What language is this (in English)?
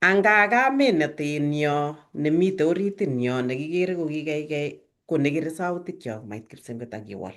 Kalenjin